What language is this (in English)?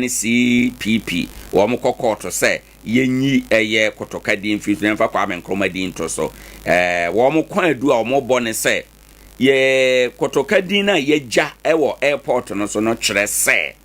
Akan